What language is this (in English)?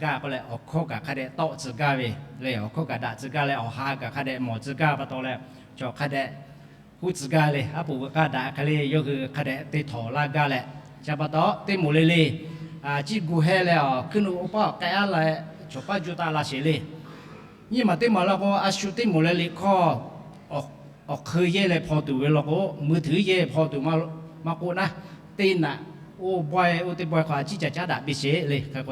Lahu